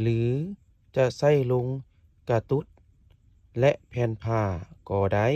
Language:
Lao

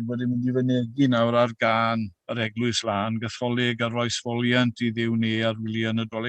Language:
Welsh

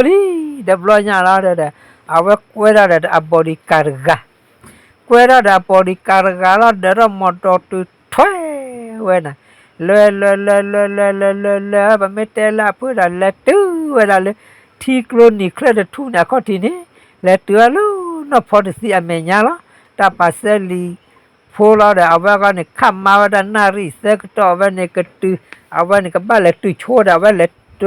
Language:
S'gaw Karen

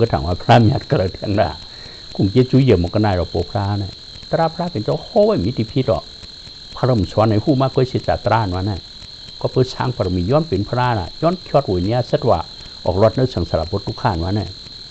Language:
Shan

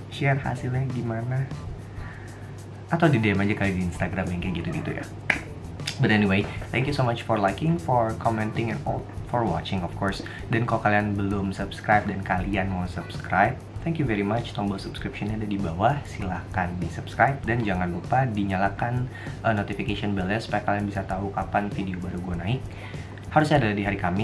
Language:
Indonesian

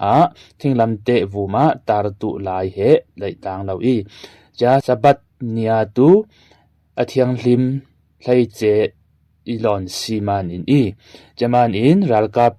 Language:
Falam Chin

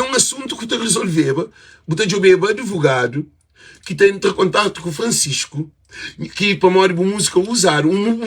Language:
Kabuverdianu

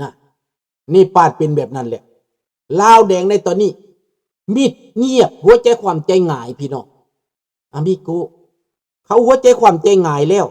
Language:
Lao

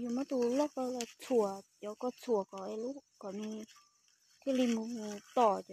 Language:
Hmong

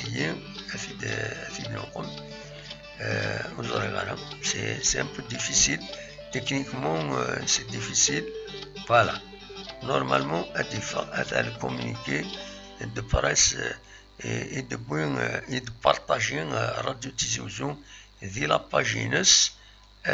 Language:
Kabyle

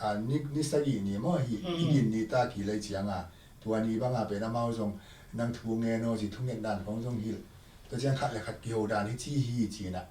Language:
Tedim Chin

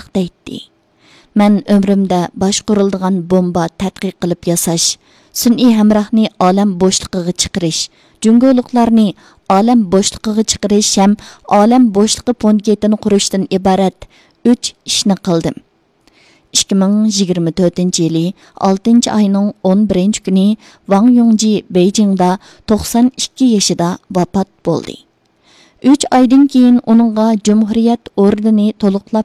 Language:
Uyghur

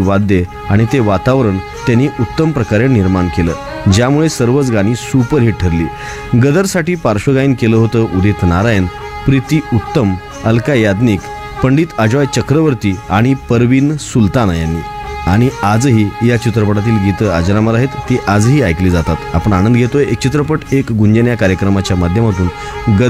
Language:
Marathi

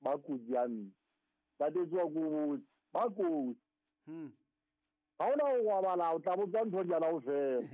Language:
Southern Sotho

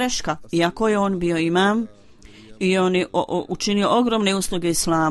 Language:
Bosnian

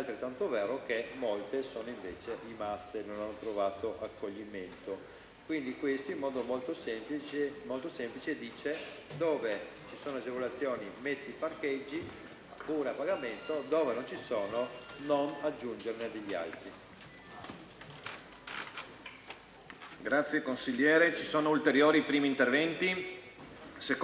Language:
Italian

